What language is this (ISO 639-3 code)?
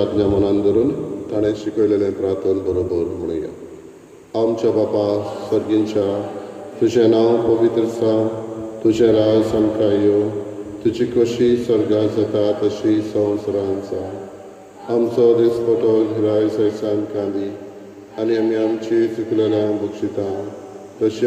kok